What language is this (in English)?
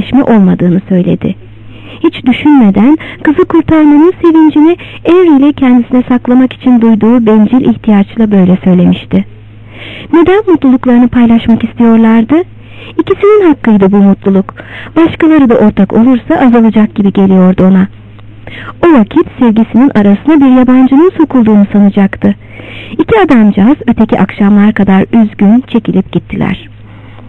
Turkish